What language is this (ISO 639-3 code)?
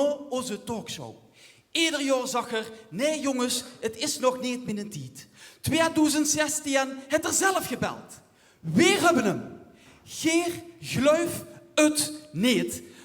lim